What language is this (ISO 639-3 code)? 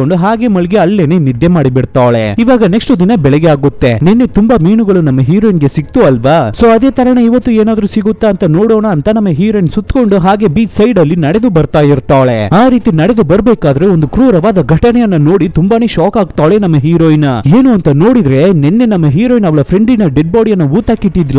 kan